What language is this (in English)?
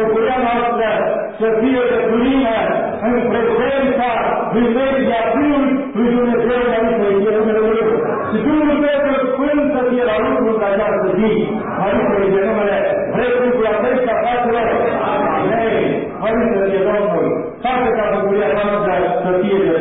Romanian